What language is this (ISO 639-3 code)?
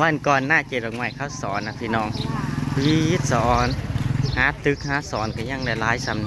tts